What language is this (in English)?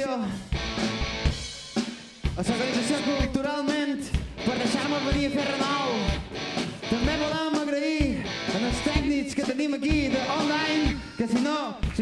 Catalan